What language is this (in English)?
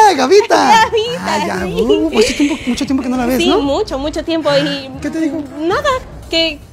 Spanish